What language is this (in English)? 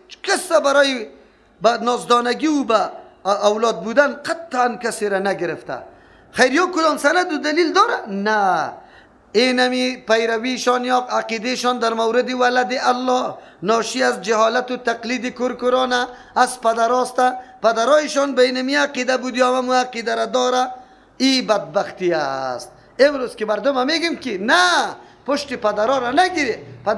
Persian